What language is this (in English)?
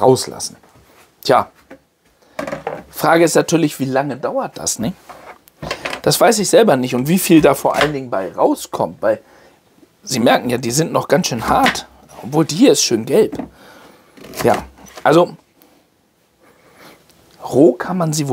German